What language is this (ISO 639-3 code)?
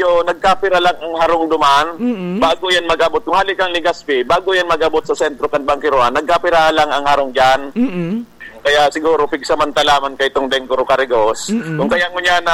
bik